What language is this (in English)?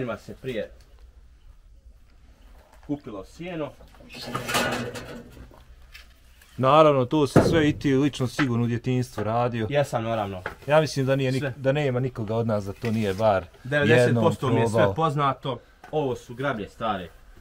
Bosnian